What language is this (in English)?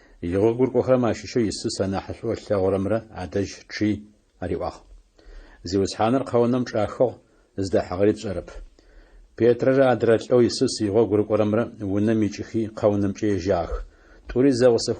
Adyghe